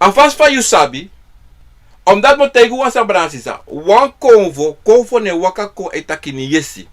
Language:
Sranan Tongo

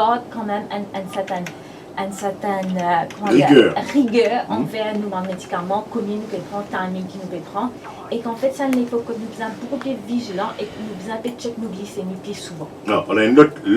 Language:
Morisyen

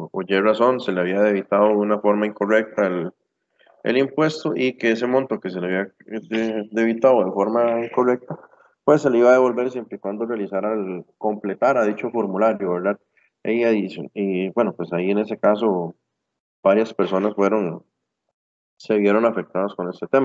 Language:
Spanish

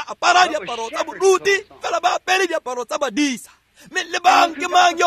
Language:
Tswana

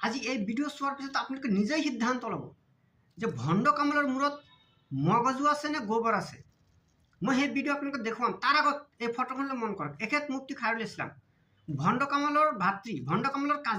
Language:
Assamese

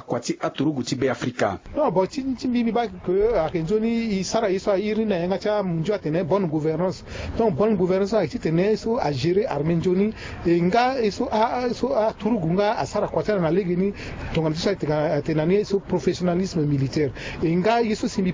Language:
Sango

